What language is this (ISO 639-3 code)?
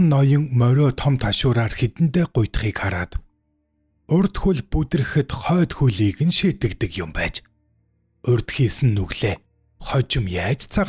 mon